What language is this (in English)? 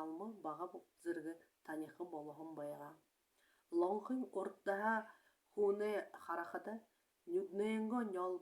Buriat